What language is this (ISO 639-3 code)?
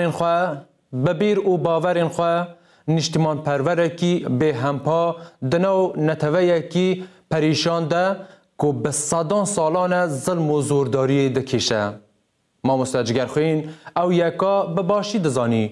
kur